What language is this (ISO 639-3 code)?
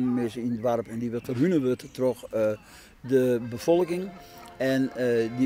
fry